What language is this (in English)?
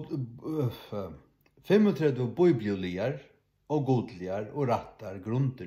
Faroese